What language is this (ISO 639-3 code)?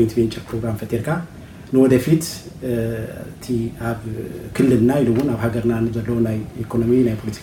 tir